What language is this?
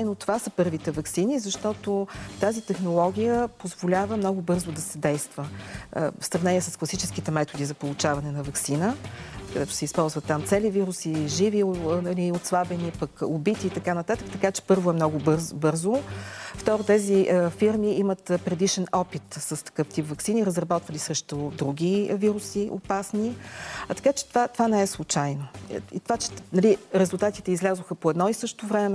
Bulgarian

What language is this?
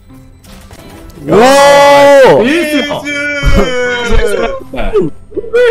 Japanese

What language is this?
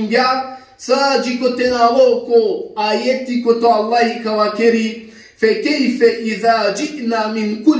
Balkan Romani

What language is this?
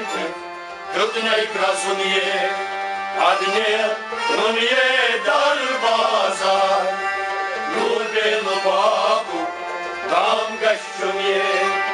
Romanian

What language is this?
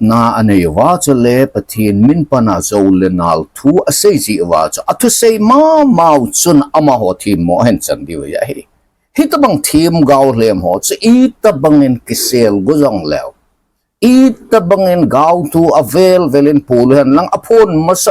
Thado Chin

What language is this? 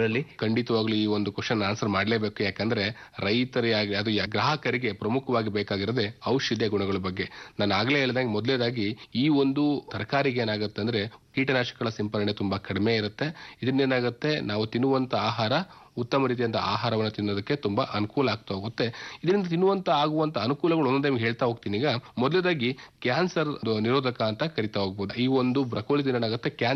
Kannada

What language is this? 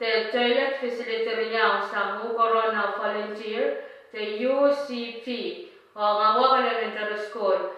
Pohnpeian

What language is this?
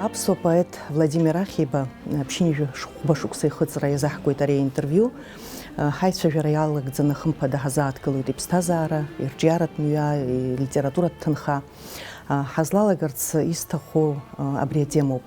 Abkhazian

